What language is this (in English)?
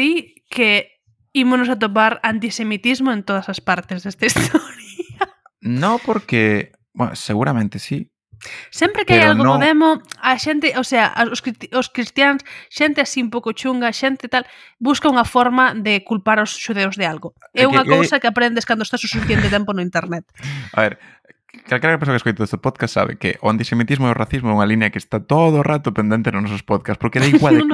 Galician